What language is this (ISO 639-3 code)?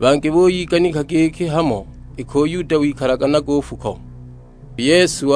suk